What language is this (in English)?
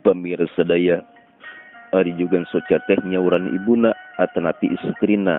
Sundanese